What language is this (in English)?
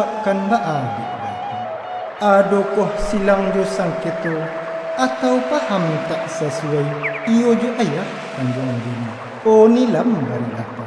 Minangkabau